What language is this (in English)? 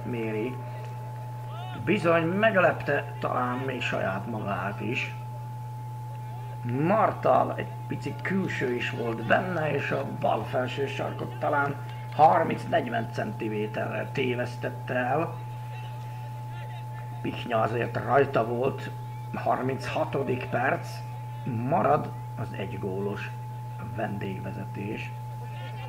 Hungarian